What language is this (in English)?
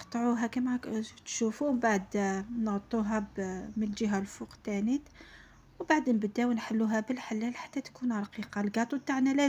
Algerian Arabic